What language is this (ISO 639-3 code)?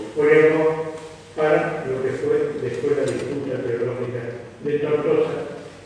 lad